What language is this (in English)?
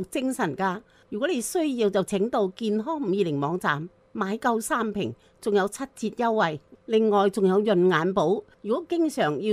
Cantonese